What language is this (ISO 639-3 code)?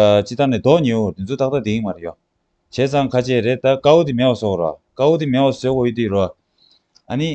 bod